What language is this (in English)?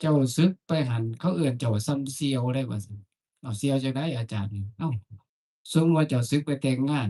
Northeastern Thai